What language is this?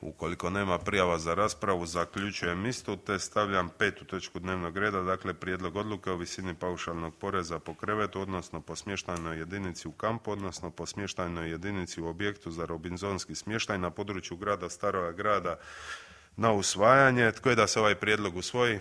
Croatian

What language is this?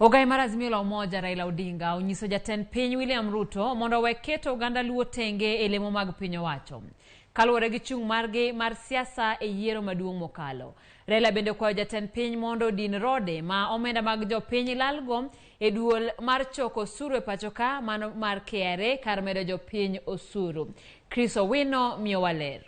Luo (Kenya and Tanzania)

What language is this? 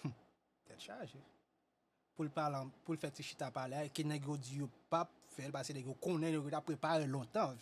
Haitian Creole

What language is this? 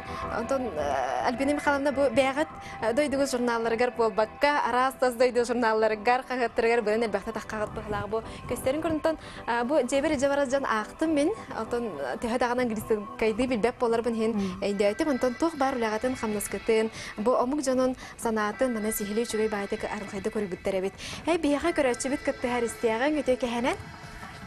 Yakut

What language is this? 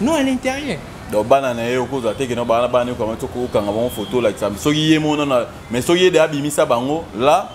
Lingala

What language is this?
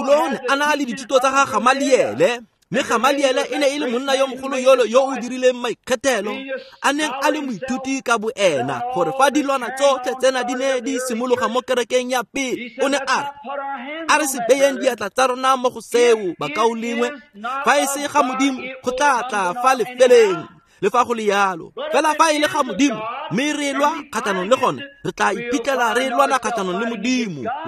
Tswana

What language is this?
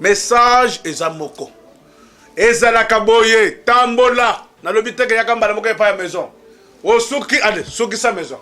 Lingala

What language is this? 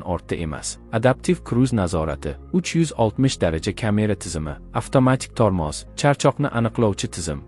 Uzbek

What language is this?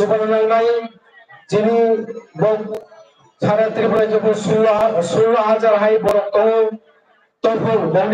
Kok Borok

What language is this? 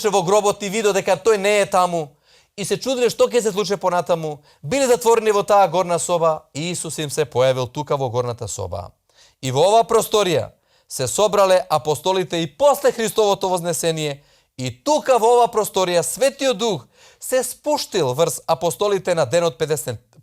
Macedonian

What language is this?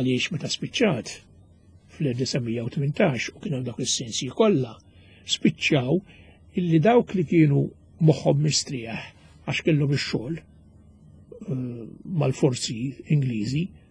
Maltese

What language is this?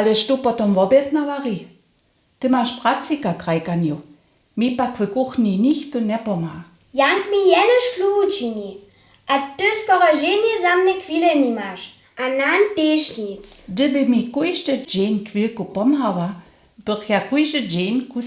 Upper Sorbian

